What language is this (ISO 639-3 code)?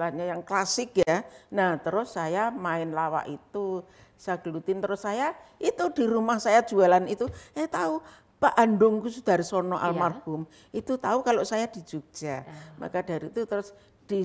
ind